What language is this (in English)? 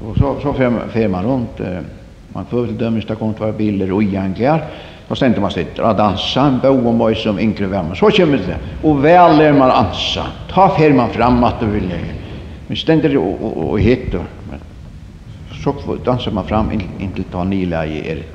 Faroese